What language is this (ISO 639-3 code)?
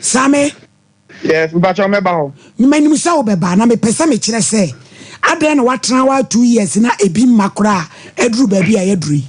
aka